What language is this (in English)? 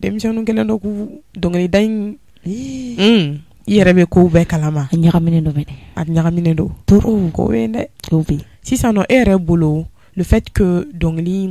Bambara